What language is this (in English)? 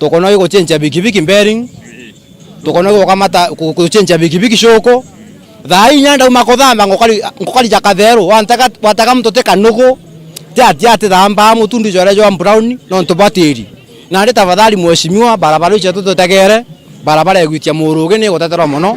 Meru